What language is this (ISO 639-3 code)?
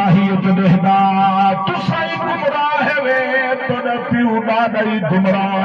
skr